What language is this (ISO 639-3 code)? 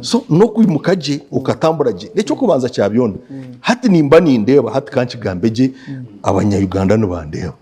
nyn